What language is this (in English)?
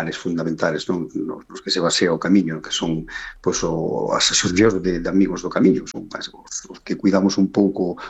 Galician